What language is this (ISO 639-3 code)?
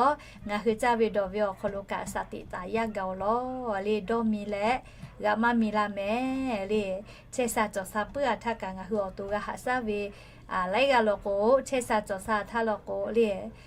lhu